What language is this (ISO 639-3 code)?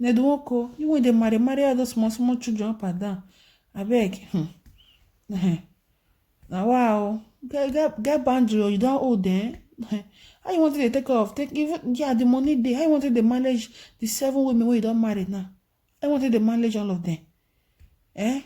pcm